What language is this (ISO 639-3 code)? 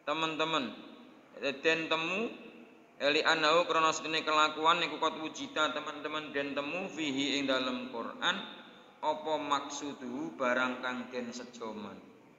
jav